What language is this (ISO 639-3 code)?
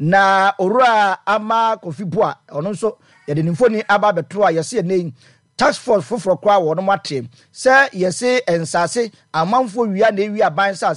aka